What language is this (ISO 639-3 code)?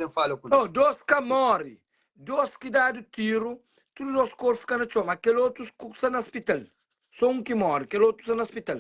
kea